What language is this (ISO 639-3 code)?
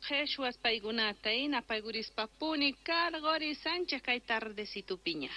que